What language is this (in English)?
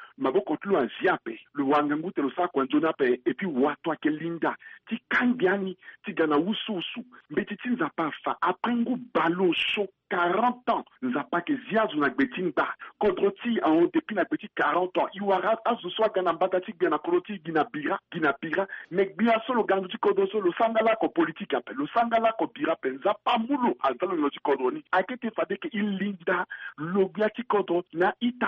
Sango